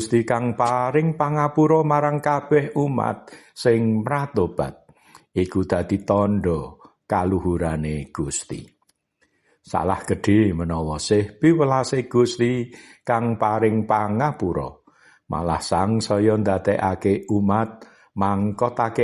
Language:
Javanese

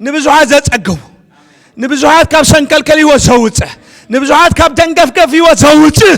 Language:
Tigrinya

